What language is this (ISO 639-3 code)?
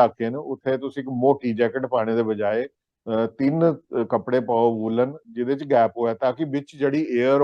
doi